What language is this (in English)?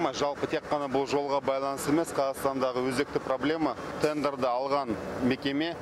Kazakh